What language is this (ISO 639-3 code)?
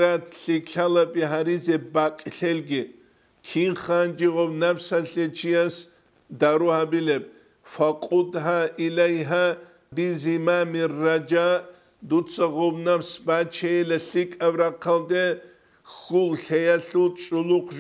ava